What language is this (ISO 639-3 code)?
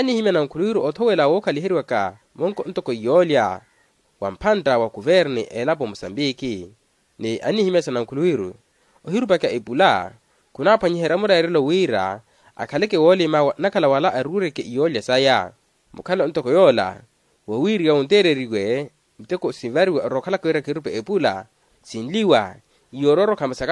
vmw